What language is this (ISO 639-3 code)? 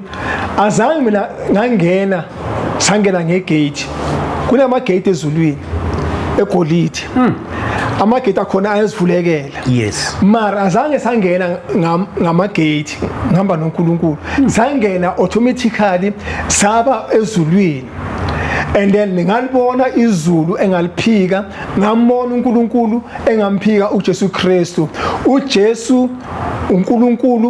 zul